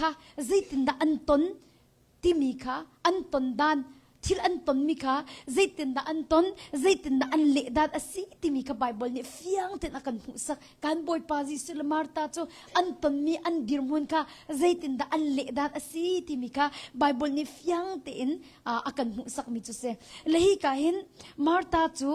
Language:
Hakha Chin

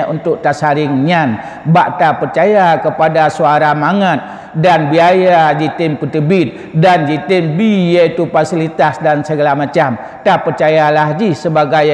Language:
Achinese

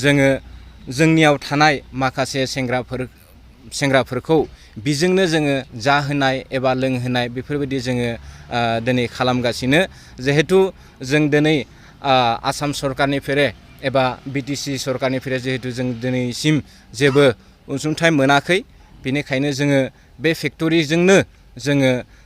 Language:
Bodo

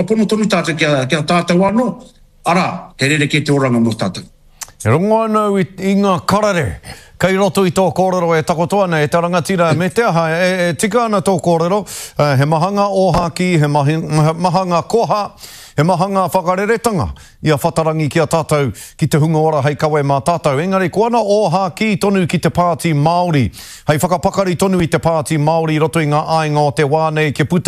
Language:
Māori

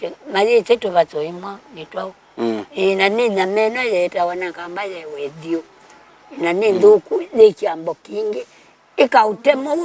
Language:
Kamba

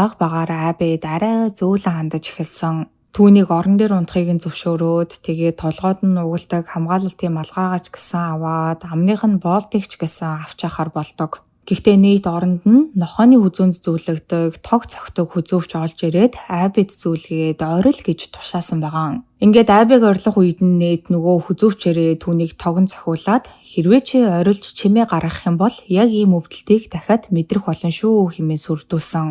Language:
Mongolian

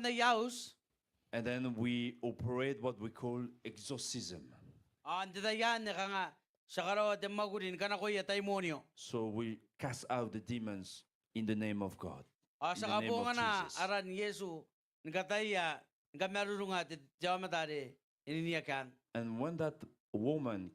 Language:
Gilbertese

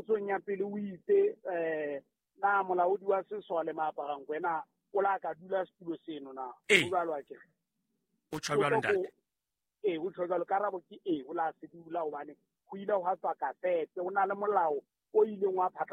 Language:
Southern Sotho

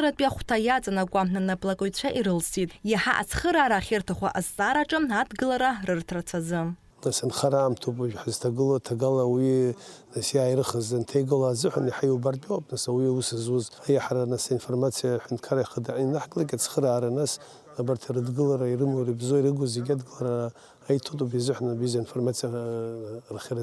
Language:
Abkhazian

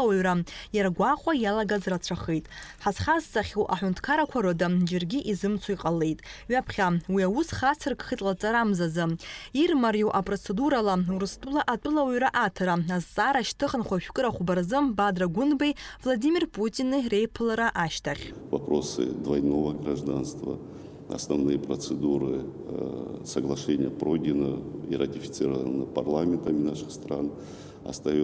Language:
Abkhazian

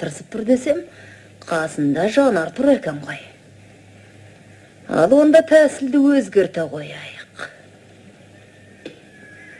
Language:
Kazakh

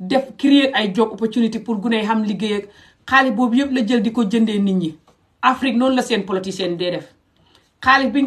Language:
Wolof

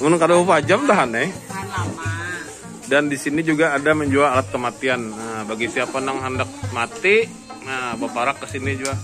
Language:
Banjar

